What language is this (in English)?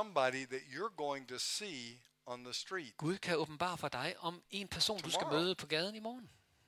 Danish